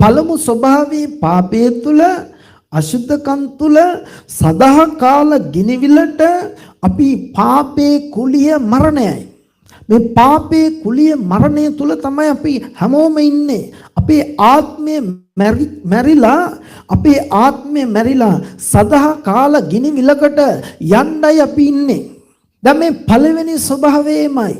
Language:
Sinhala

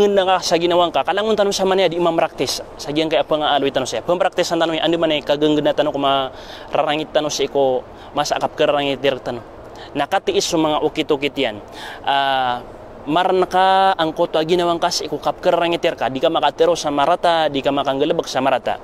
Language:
Maranao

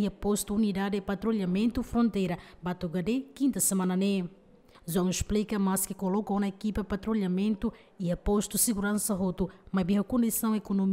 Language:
Tetum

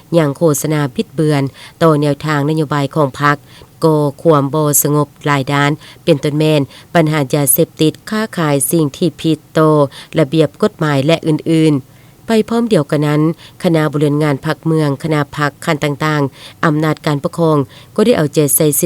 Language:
Lao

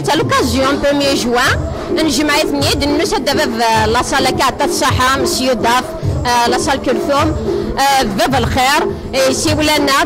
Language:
Kabyle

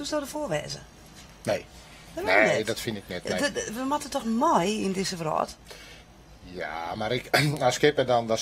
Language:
Western Frisian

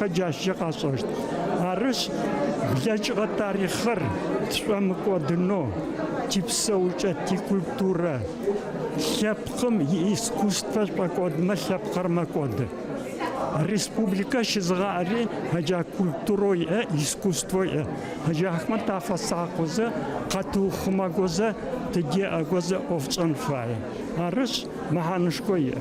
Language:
Adyghe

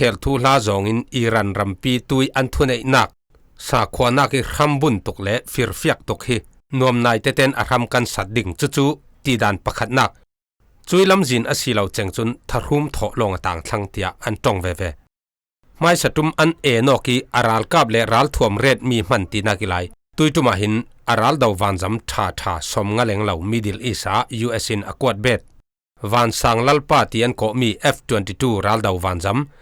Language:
Falam Chin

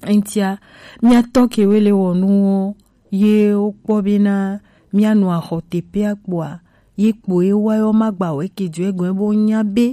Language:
Gen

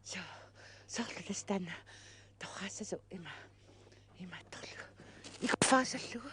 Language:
Kalaallisut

